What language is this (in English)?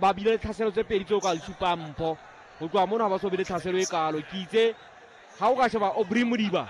Southern Sotho